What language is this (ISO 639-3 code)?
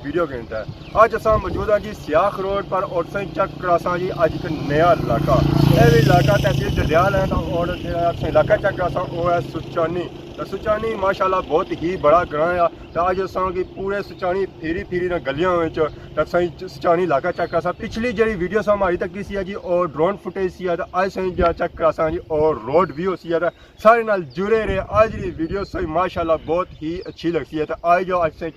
phr